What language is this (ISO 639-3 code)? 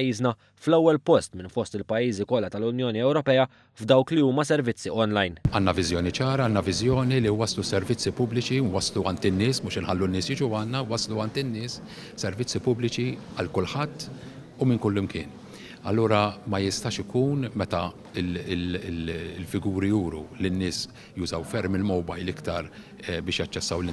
mlt